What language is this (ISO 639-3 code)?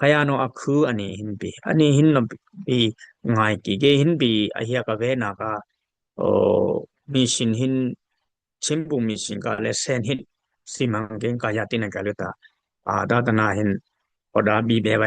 dis